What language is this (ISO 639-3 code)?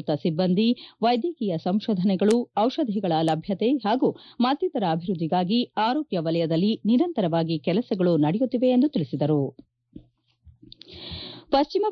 kan